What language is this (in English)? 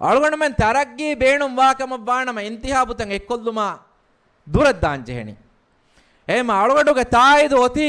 Divehi